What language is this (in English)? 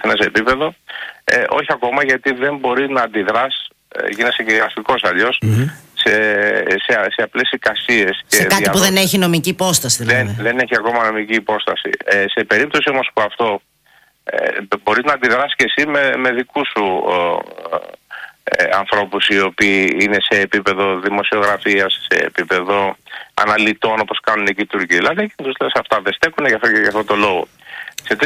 Greek